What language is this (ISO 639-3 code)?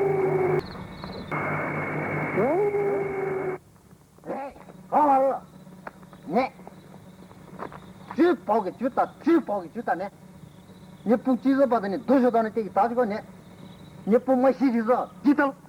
pmx